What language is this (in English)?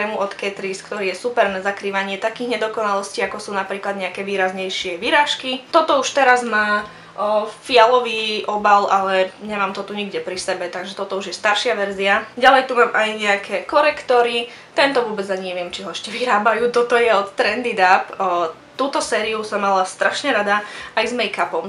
Slovak